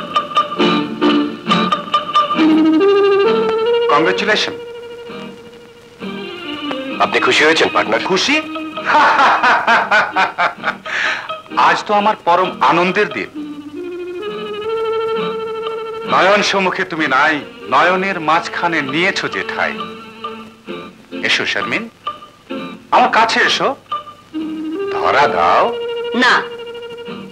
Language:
Bangla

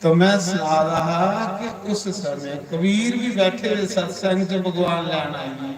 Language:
Dogri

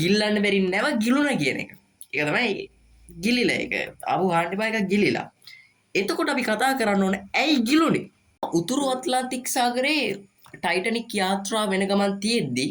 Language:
Sinhala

